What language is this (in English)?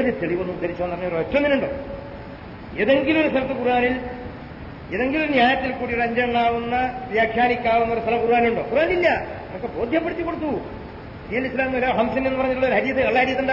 Malayalam